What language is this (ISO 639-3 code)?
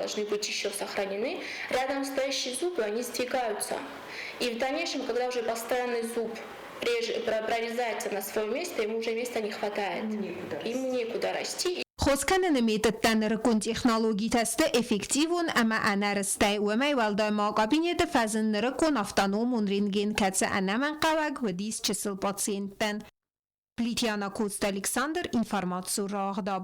oss